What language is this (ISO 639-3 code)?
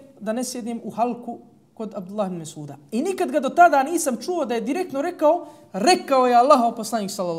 bos